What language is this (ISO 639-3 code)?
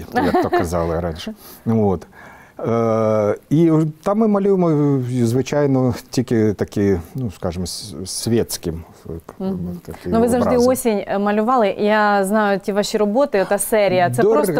ukr